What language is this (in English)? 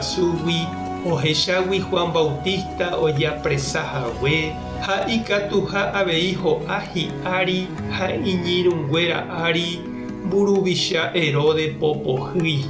Guarani